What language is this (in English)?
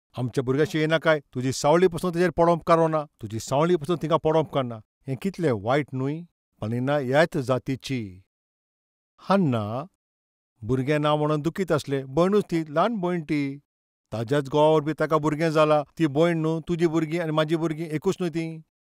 Konkani